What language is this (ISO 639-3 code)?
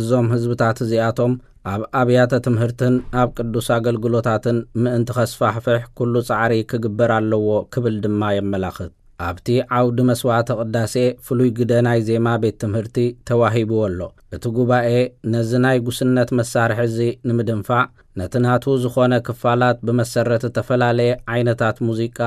tir